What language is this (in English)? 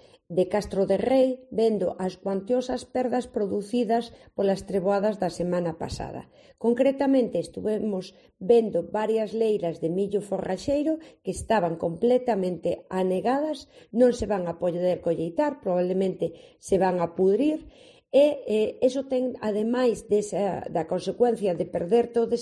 Galician